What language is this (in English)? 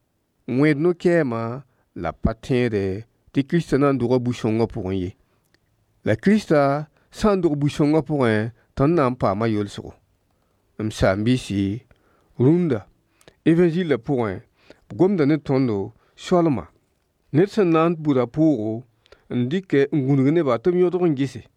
Mossi